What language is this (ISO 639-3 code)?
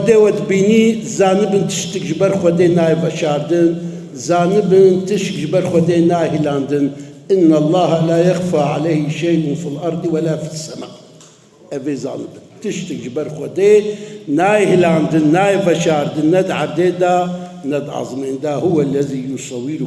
kur